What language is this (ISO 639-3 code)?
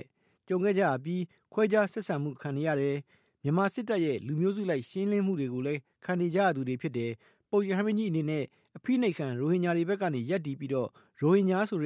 mya